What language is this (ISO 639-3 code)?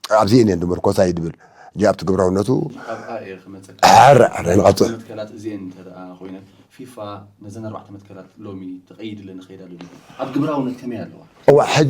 tir